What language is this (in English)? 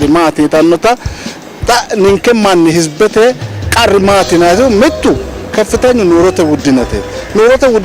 Sidamo